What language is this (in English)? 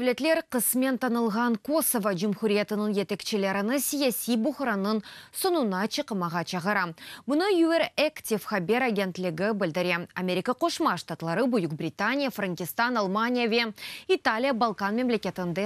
Crimean Tatar